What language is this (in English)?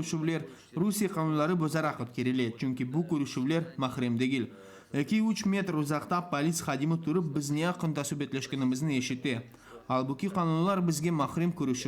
Crimean Tatar